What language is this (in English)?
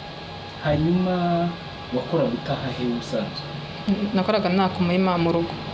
Kinyarwanda